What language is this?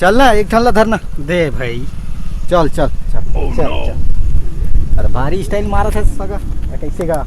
Chhattisgarhi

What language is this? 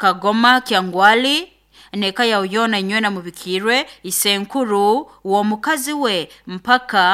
Nyoro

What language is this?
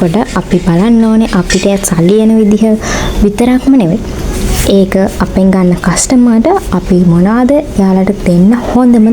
Sinhala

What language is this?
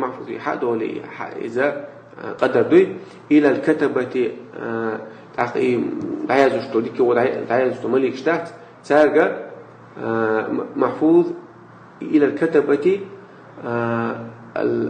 Chechen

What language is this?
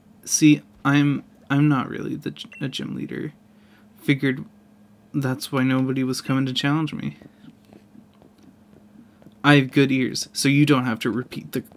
English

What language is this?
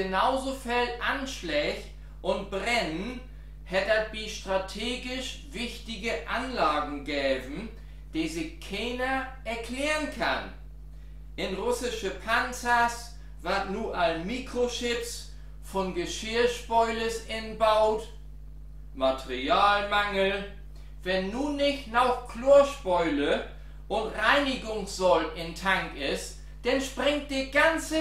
Low German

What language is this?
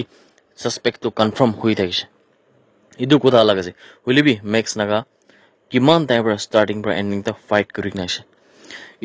Naga Pidgin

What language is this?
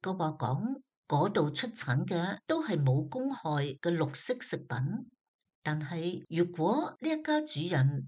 Cantonese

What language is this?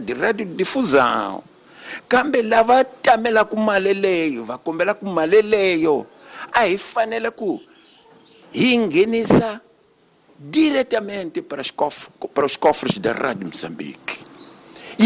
Tsonga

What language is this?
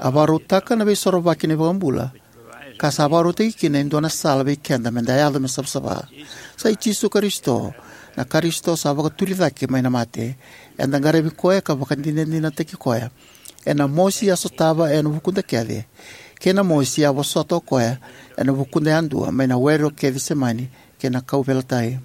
Fijian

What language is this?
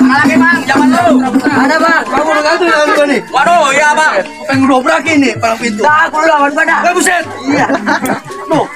Betawi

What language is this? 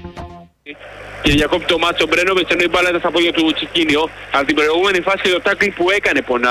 Greek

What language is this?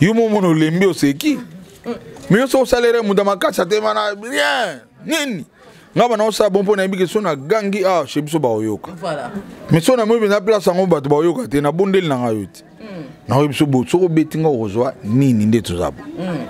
Lingala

